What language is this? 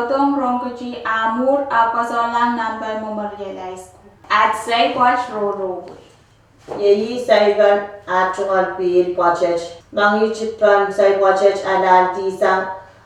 Pohnpeian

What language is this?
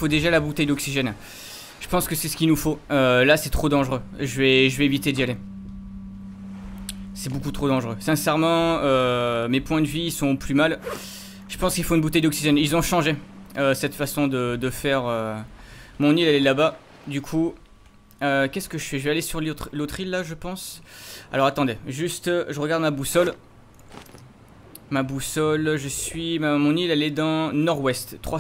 French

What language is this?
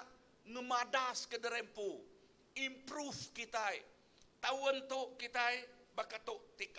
Iban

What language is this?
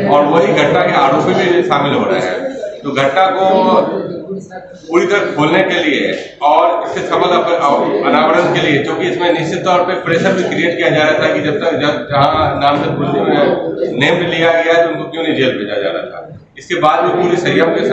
Hindi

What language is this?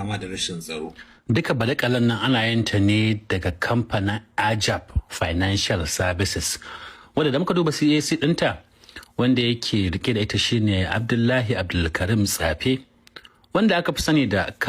Hausa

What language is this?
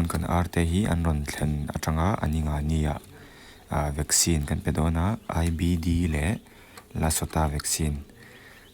Mizo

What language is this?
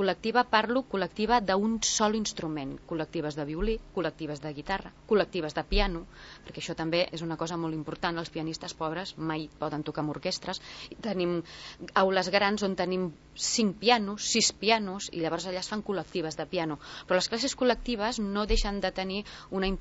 Catalan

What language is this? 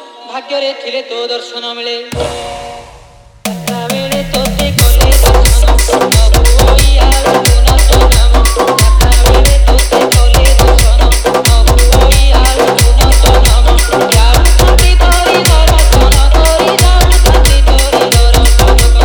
Odia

